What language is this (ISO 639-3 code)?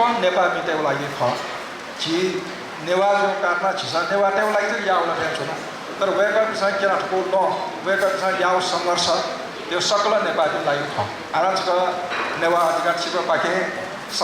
new